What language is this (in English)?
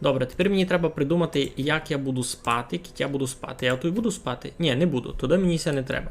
Rusyn